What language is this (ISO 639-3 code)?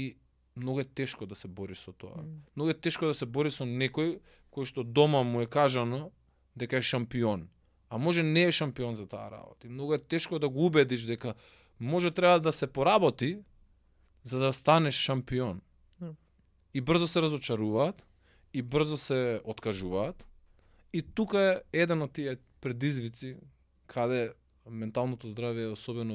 mkd